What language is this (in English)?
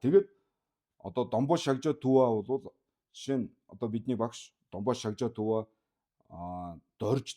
Mongolian